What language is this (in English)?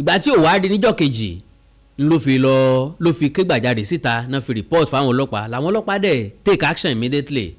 Yoruba